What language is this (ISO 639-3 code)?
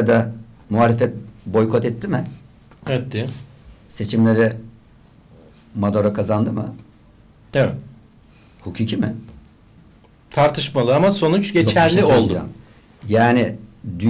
tur